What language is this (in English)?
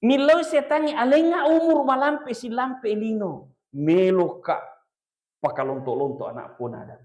Buginese